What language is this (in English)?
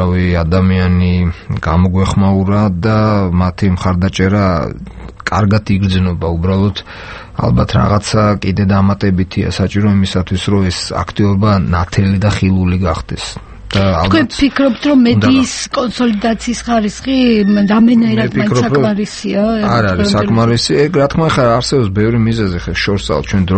Georgian